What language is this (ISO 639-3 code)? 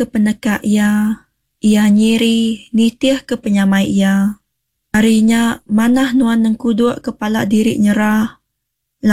iba